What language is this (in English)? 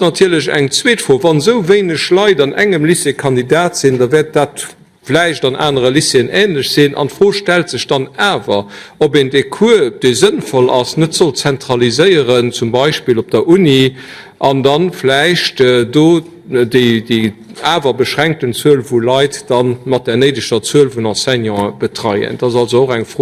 Luxembourgish